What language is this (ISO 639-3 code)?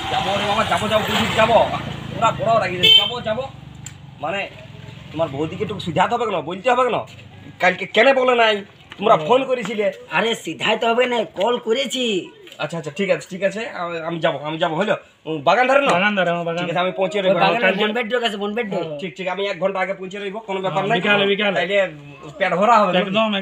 ben